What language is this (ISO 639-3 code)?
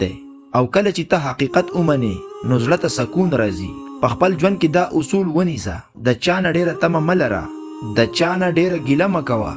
pus